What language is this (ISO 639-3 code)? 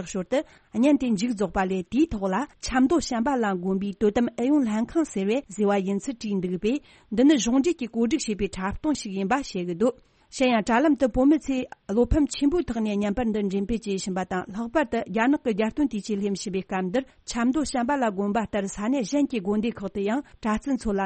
bod